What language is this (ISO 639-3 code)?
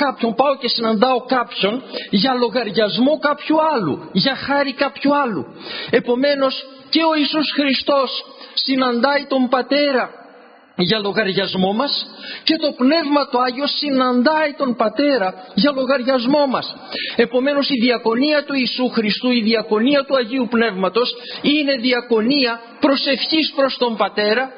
ell